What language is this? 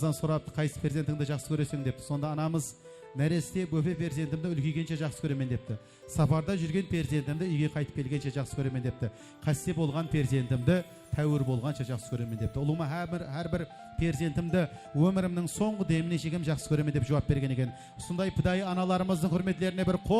Kara-Kalpak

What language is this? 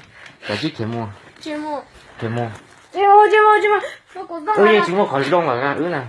Hmong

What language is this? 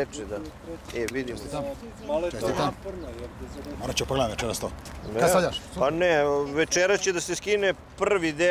Serbian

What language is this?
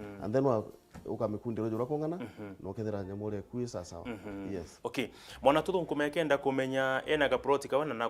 Meru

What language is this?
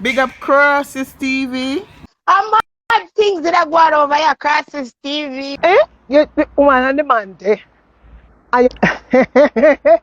Jamaican Creole English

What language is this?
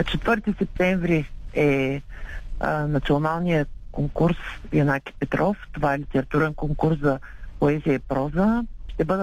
Bulgarian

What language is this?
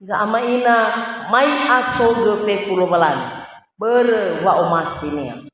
Nias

